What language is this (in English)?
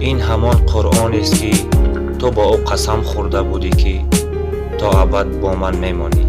Tajik